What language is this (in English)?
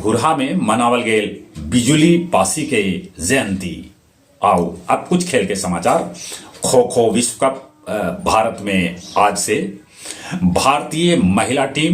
Magahi